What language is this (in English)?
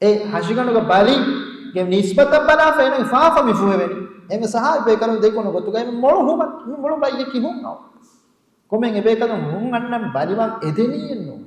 Divehi